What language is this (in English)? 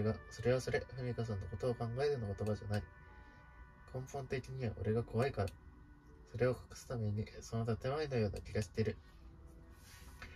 Japanese